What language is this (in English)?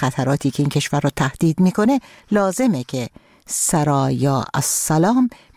Persian